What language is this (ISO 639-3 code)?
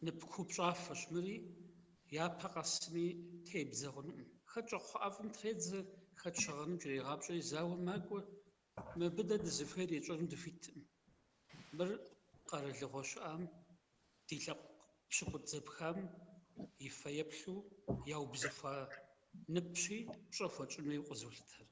kbd